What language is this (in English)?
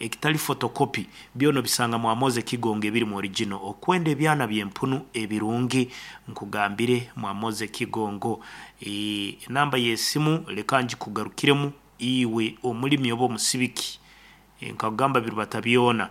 Nyankole